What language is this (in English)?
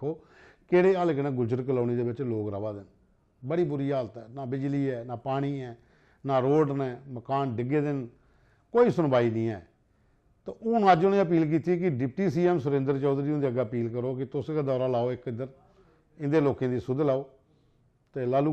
Dogri